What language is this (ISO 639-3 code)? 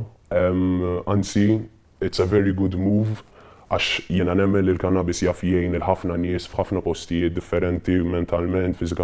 mlt